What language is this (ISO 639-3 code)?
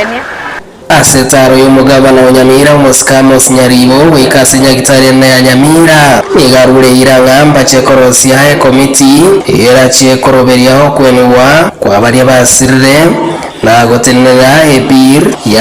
guz